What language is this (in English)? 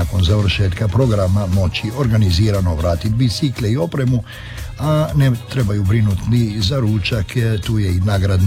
Croatian